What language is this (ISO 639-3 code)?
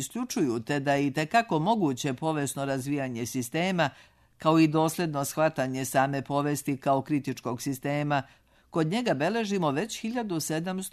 srp